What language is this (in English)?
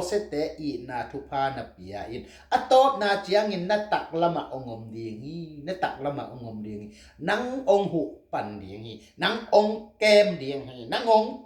Tedim Chin